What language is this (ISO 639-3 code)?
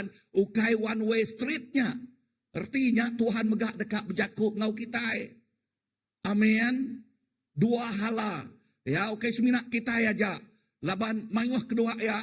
iba